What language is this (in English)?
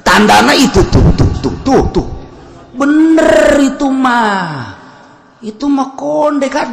Sundanese